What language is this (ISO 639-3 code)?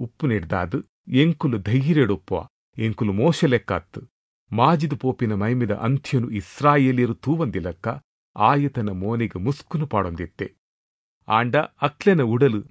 tcy